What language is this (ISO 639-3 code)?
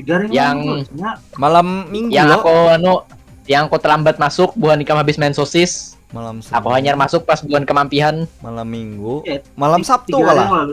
bjn